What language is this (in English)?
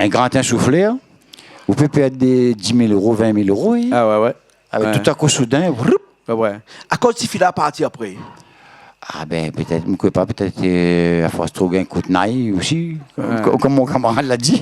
Réunion Creole French